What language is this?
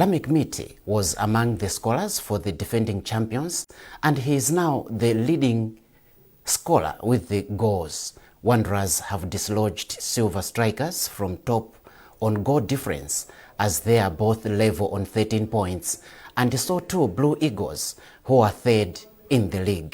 English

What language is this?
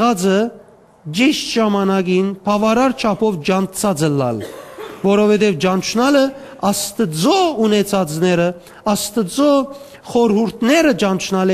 Western Armenian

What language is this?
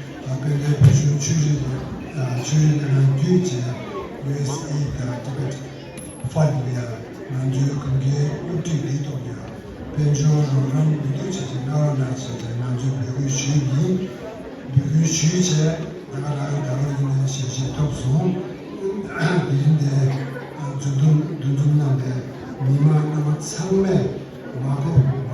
Tibetan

